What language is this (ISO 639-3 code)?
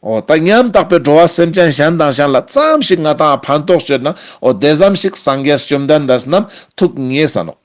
lbj